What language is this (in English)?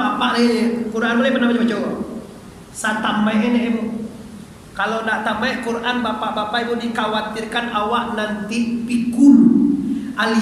Minangkabau